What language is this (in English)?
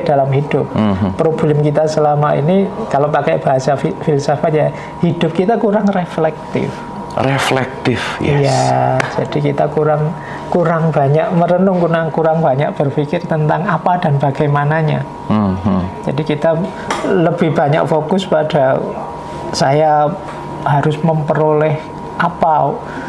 Indonesian